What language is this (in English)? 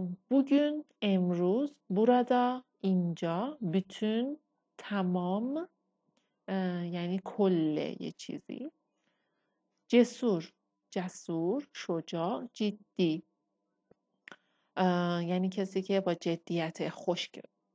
Persian